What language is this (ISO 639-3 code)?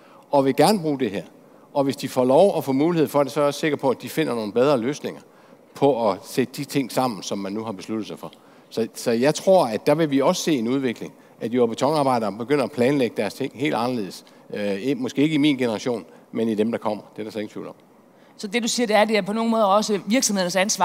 dan